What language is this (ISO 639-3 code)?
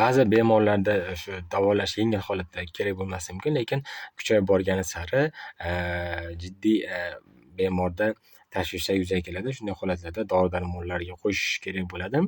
uzb